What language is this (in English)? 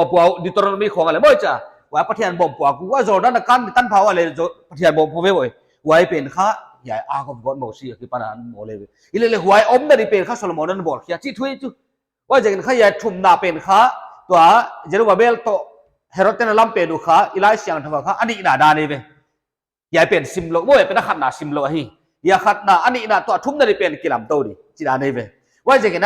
Paite Chin